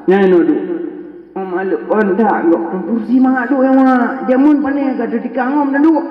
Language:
Achinese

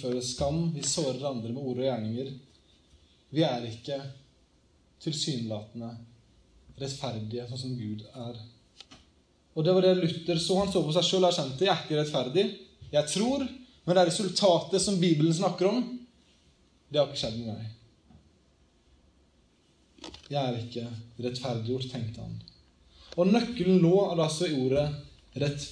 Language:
Norwegian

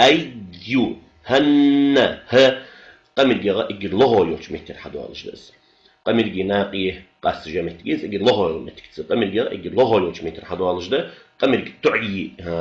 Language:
Ingush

